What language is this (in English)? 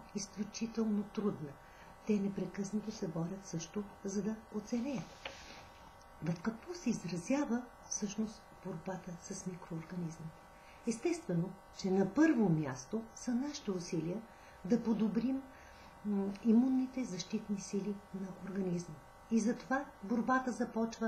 Bulgarian